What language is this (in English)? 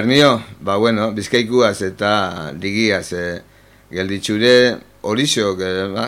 Basque